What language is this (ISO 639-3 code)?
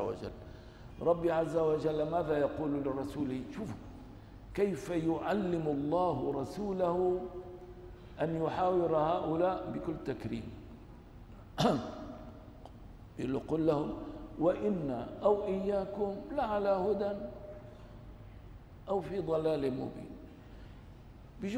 ara